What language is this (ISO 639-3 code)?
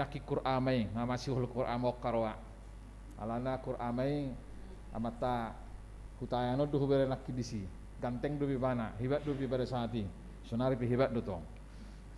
bbc